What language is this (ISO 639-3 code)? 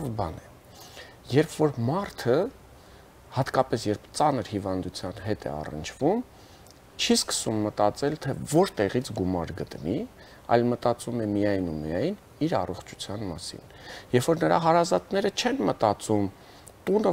hye